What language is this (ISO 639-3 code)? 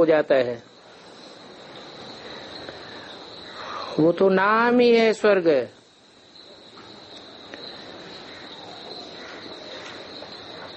hin